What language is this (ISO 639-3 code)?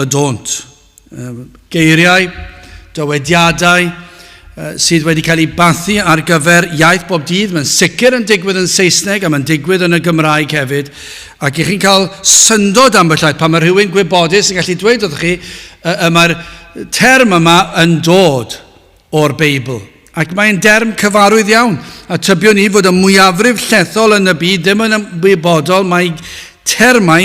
cym